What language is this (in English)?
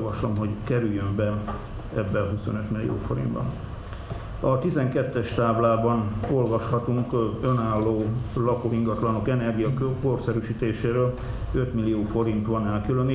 Hungarian